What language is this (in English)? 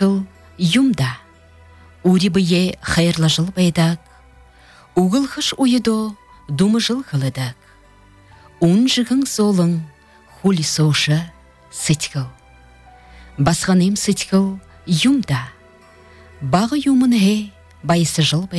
Buriat